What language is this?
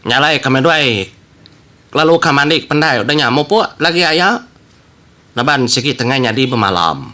Iban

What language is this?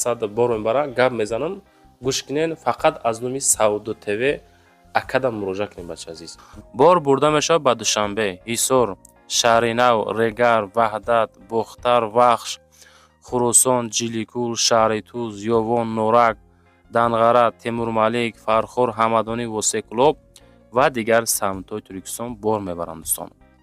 Tajik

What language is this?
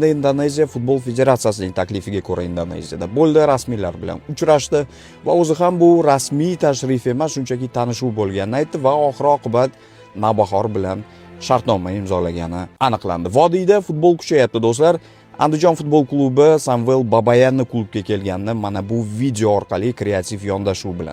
Uzbek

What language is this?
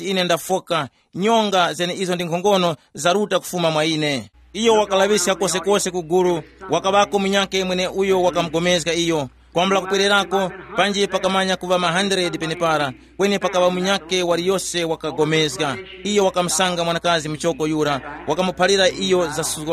Tumbuka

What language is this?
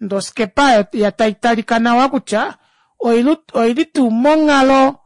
Kuanyama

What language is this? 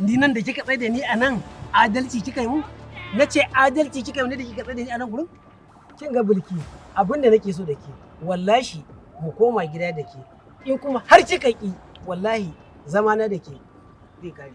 Hausa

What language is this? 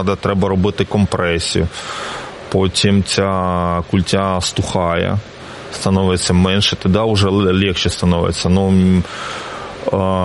Ukrainian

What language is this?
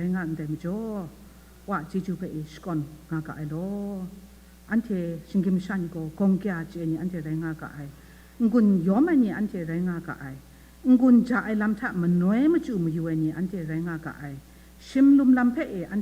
Kachin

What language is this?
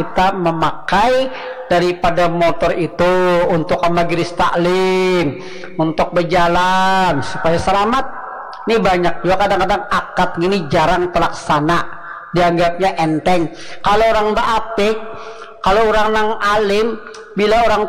Banjar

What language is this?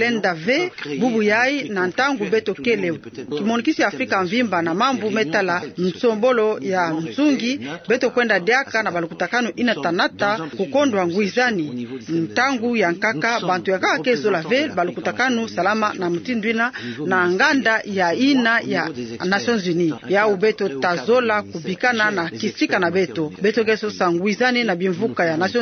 Kituba (Democratic Republic of Congo)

